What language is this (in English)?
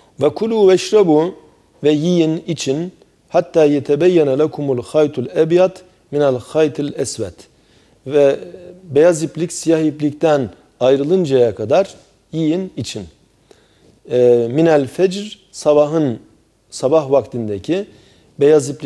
Turkish